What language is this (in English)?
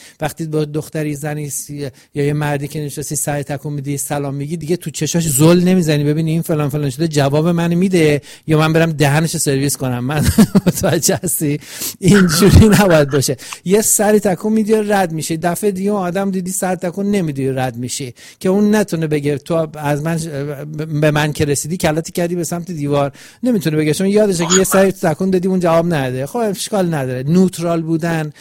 Persian